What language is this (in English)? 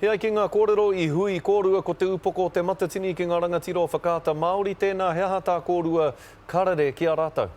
Māori